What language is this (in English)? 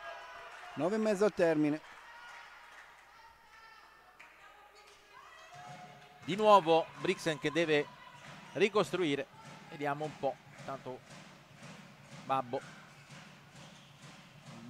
Italian